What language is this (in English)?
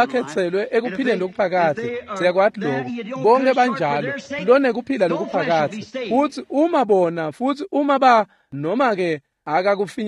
Swati